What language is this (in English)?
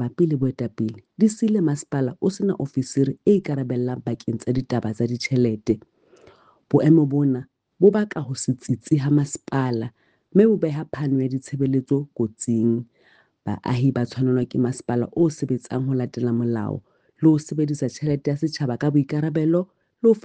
Southern Sotho